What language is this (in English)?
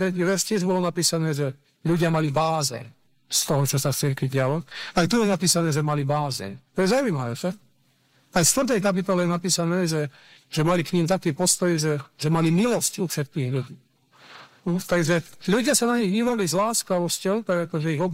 Slovak